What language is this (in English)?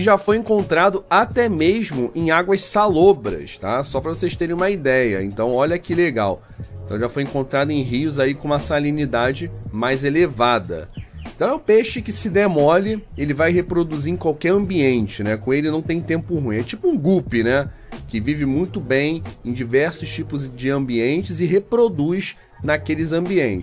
Portuguese